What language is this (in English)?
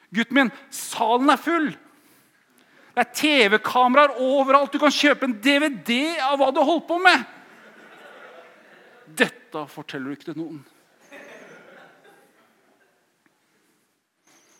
Norwegian